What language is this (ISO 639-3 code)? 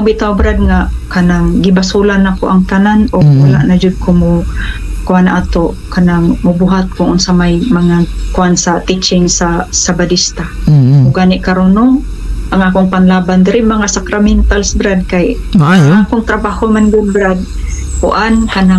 ceb